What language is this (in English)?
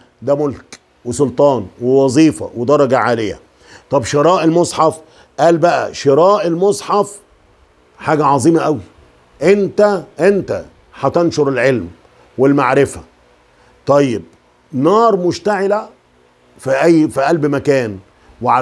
Egyptian Arabic